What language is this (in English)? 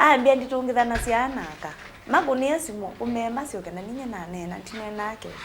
Kamba